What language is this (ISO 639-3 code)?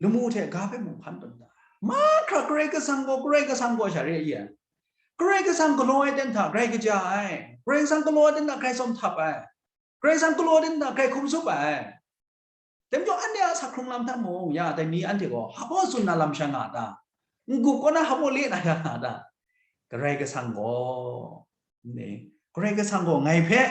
kac